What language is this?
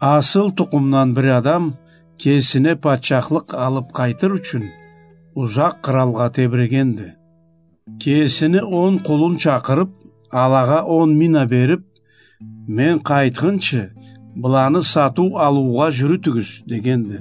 Karachay-Balkar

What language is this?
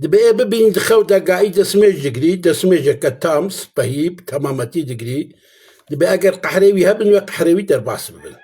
Kurdish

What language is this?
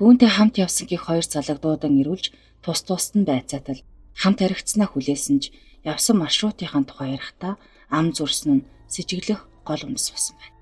Mongolian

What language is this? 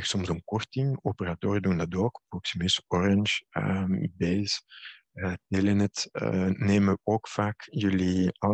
Dutch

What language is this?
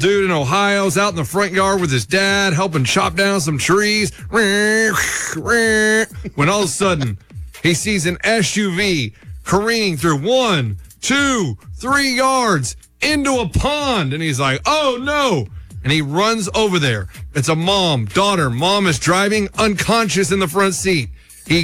English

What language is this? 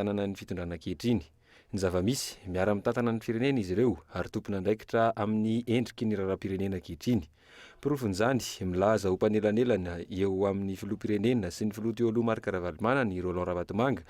Malagasy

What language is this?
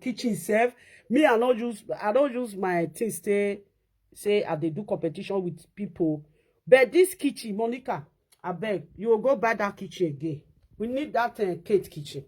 Nigerian Pidgin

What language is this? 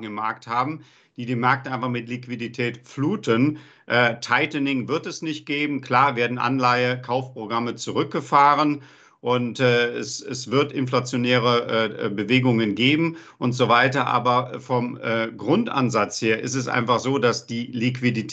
German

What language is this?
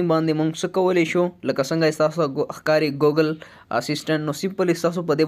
Pashto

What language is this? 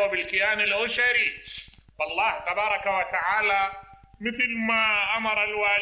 Mesopotamian Arabic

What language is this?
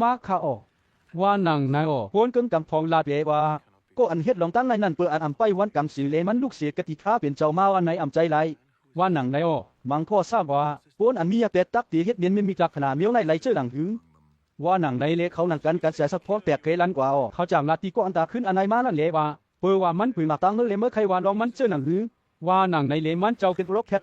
Shan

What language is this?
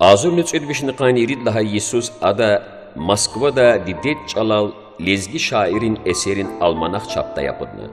Lezghian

